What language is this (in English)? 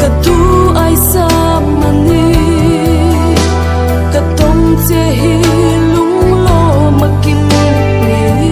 Hmar